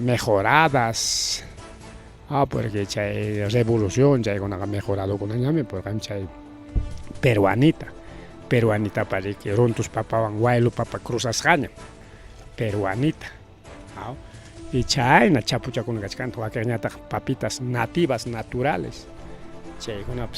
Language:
Ayacucho Quechua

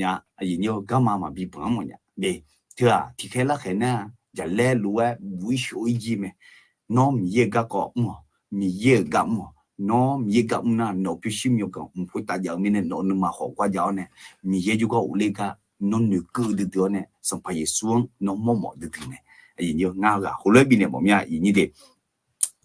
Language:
Akha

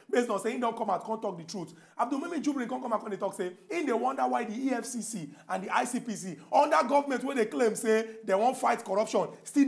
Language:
Nigerian Pidgin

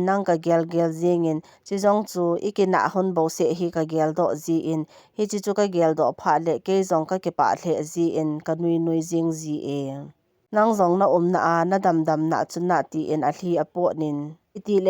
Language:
Thado Chin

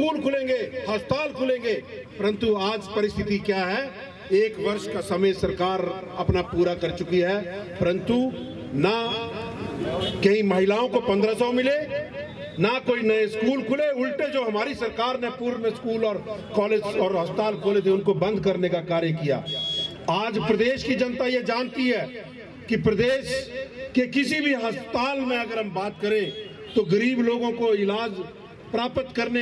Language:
Hindi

